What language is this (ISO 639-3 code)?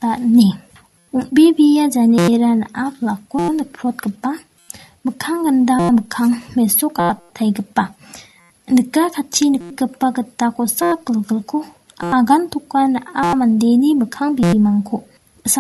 grt